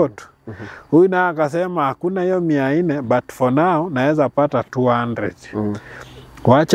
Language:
Swahili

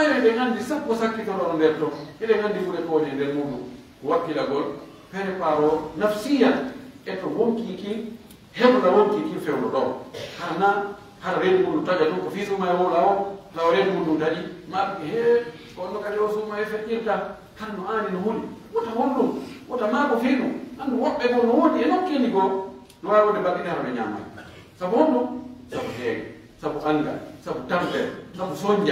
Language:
Pular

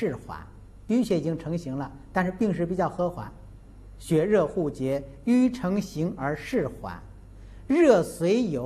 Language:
Chinese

